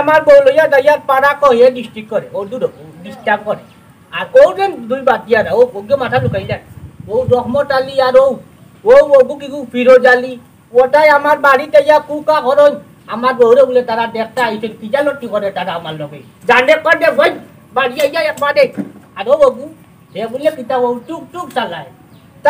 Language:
Sylheti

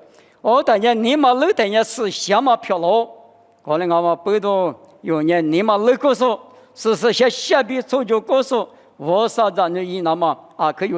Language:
Lisu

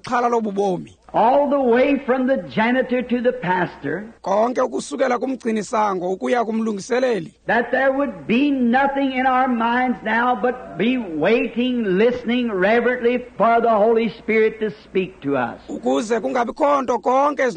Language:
Xhosa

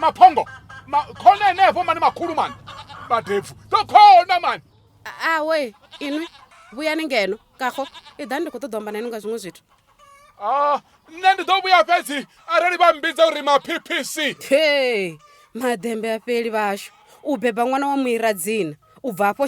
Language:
Venda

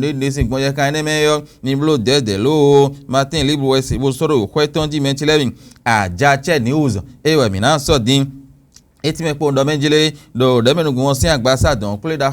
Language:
Fon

